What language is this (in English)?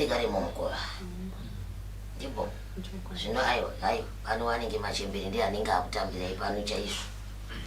Shona